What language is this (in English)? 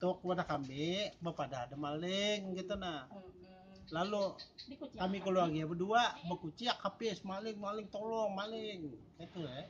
Sundanese